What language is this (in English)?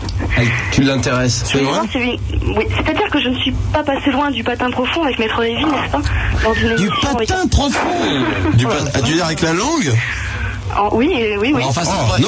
French